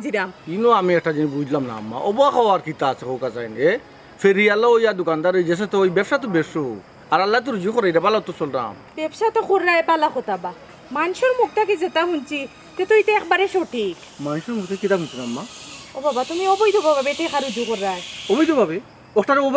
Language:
Sylheti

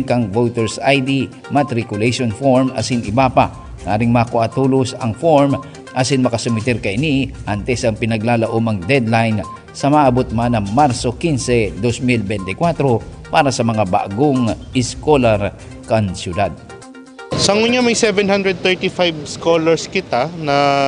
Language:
Bikol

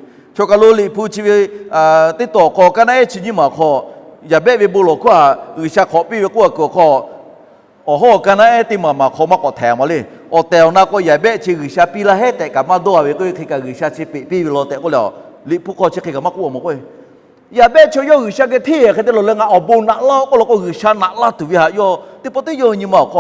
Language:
Lahu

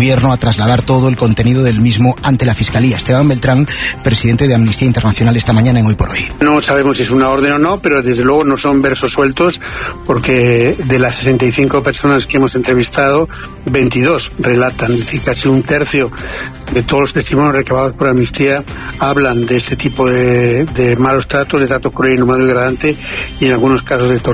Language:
Spanish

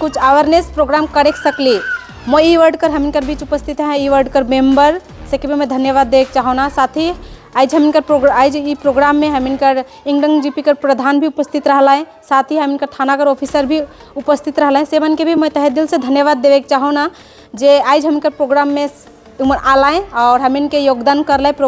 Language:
Sadri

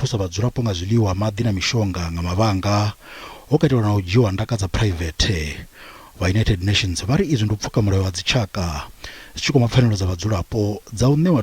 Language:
Venda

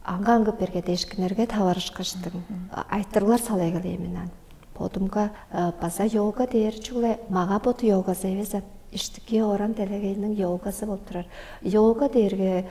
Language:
Tuvinian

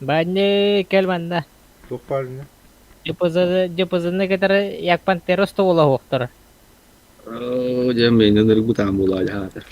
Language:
Yakut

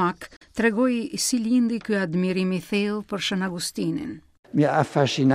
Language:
Albanian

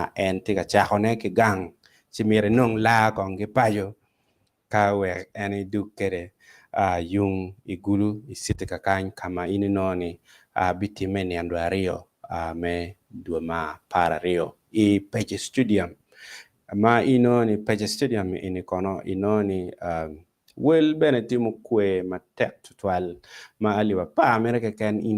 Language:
Acoli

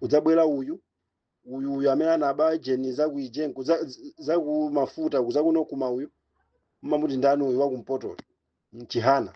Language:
Nyanja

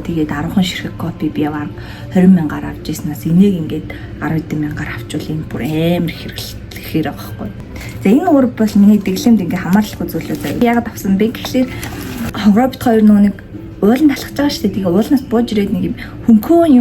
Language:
Mongolian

